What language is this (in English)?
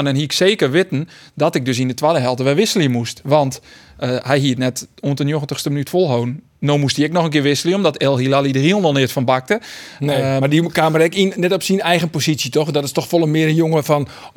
Western Frisian